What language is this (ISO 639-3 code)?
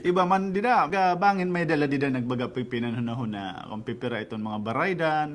war